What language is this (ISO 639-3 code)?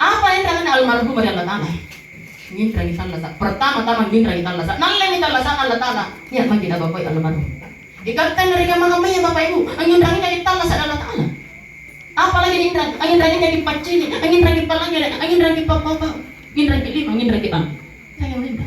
mak